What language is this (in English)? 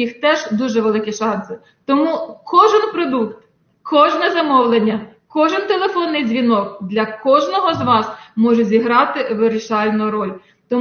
Ukrainian